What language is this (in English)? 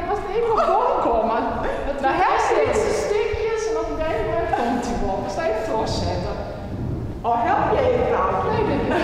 Western Frisian